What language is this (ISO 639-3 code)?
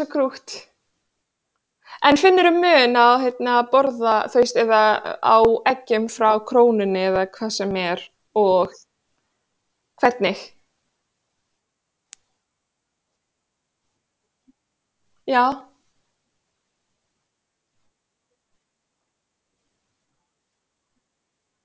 isl